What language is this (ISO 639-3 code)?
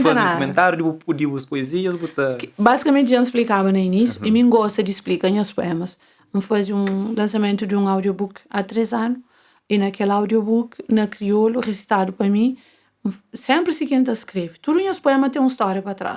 kea